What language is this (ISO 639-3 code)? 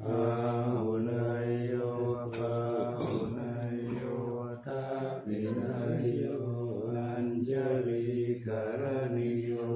pli